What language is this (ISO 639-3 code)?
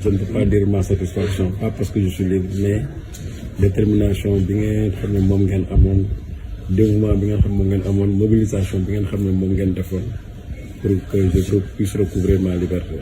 wol